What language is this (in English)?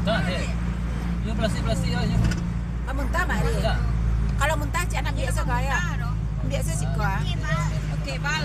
Minangkabau